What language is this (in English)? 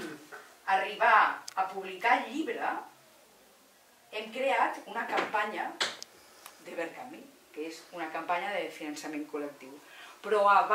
Catalan